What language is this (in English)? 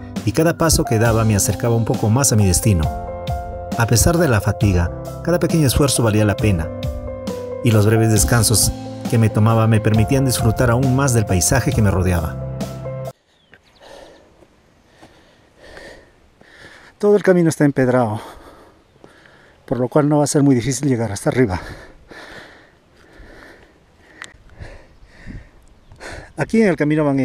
Spanish